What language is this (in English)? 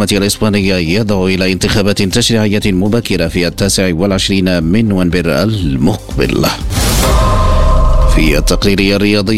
Arabic